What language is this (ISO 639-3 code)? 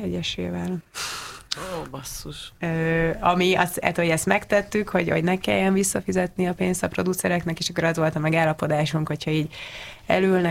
hun